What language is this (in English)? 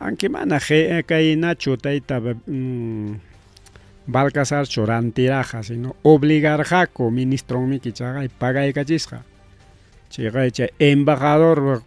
Ayacucho Quechua